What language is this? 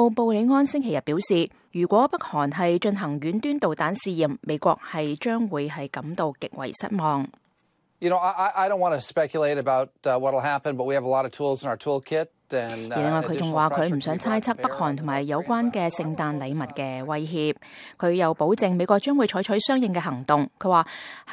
Cantonese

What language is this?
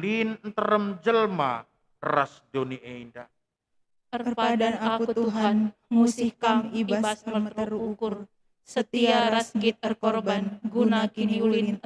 Batak Karo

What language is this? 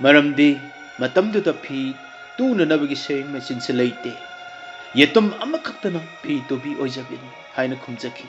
Manipuri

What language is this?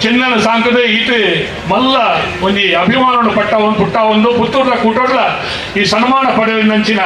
Tulu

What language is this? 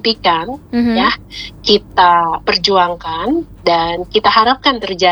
Indonesian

